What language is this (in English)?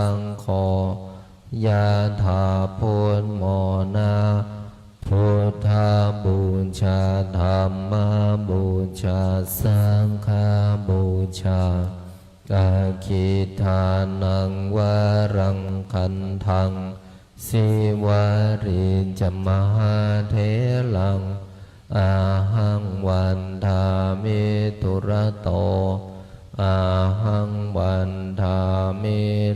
Pali